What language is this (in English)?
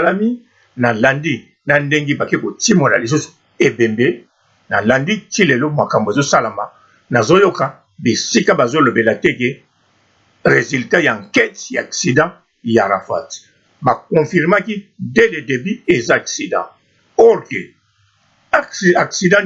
Lingala